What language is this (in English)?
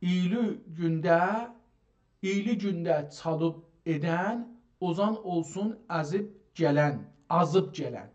South Azerbaijani